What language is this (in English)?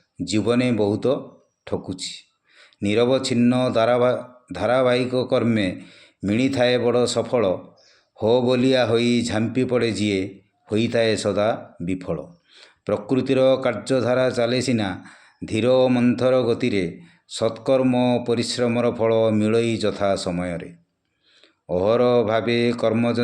Odia